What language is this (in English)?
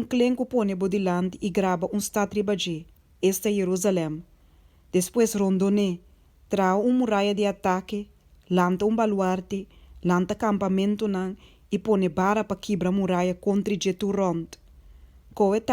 Papiamento